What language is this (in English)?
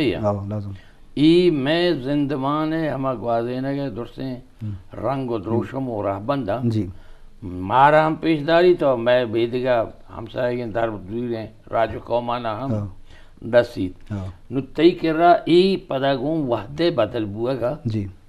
Eastern Balochi